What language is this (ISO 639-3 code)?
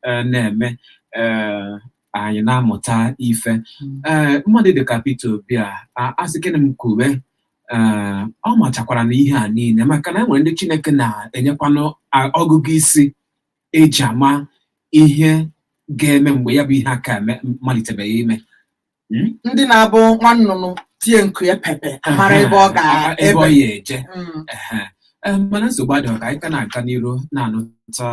ibo